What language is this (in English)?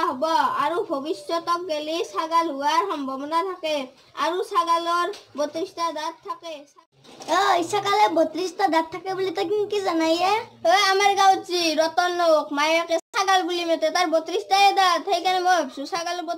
Assamese